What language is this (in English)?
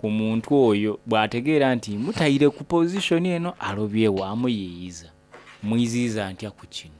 Soga